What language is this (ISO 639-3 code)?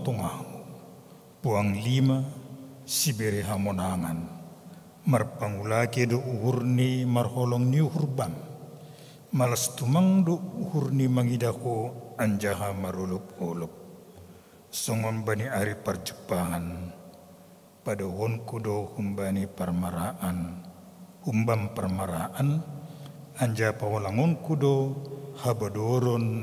bts